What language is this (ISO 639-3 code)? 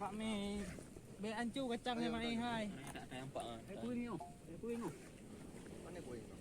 ace